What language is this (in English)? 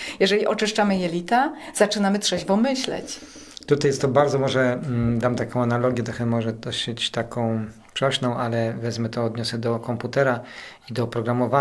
Polish